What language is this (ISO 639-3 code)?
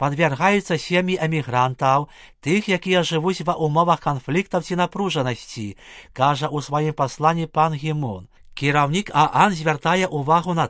bel